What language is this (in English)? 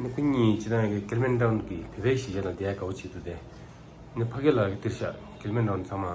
Tibetan